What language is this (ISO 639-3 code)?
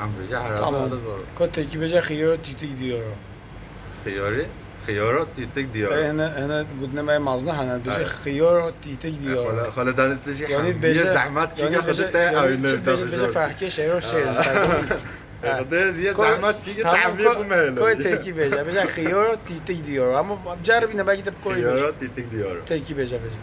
kur